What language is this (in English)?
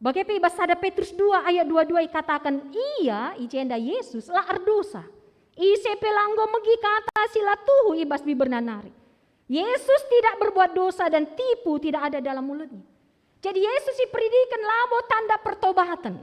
Batak Karo